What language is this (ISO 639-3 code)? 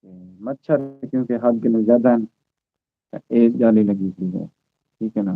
skr